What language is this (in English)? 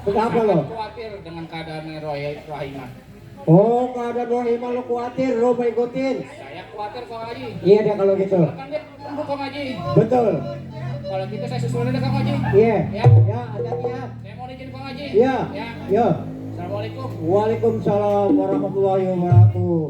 Betawi